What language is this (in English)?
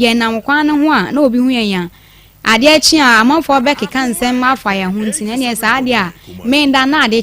Akan